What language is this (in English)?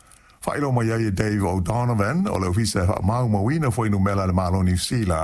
Samoan